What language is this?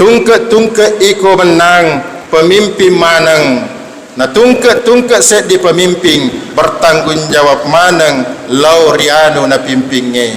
Buginese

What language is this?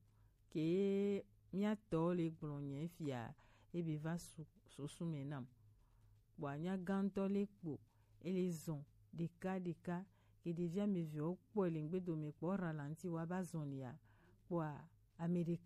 Gen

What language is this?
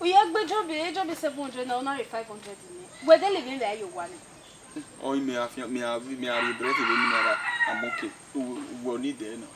Bini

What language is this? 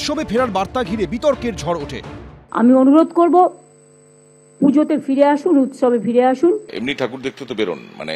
Bangla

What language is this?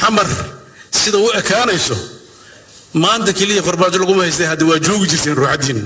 Somali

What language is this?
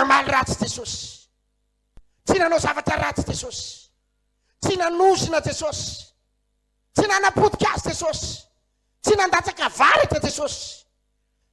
Malagasy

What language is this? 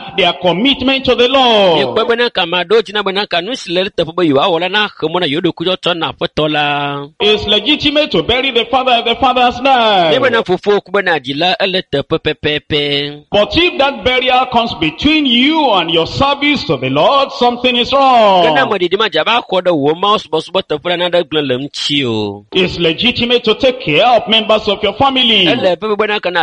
Ewe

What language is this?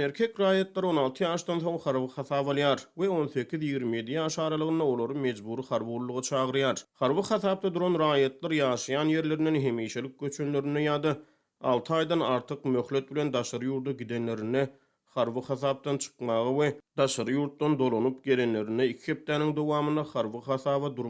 Turkmen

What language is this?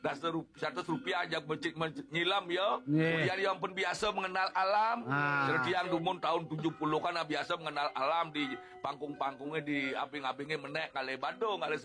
Balinese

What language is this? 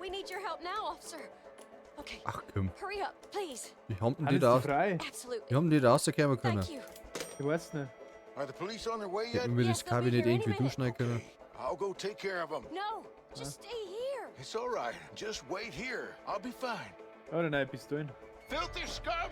Bavarian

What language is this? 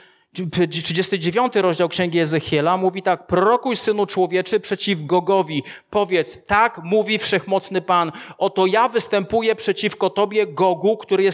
Polish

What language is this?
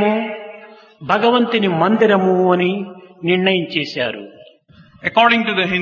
Telugu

